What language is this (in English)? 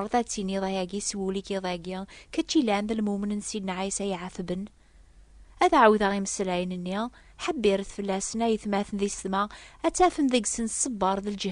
Kabyle